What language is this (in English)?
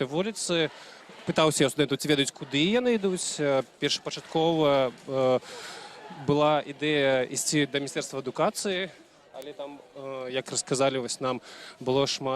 Belarusian